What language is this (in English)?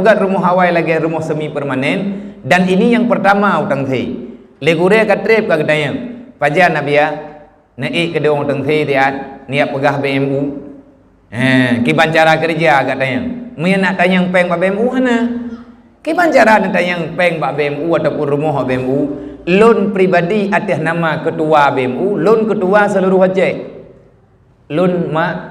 Achinese